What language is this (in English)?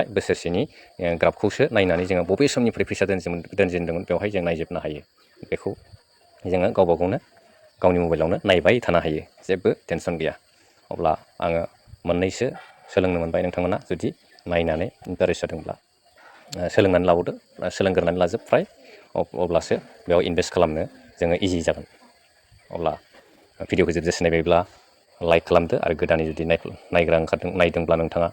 Bodo